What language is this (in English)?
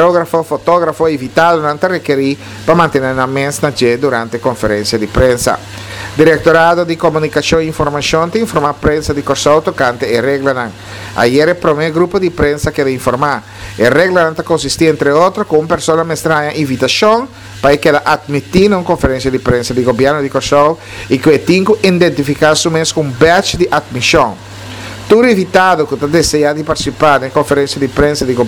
Papiamento